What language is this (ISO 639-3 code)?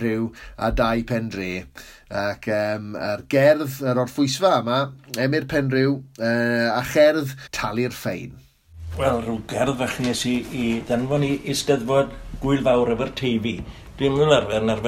cym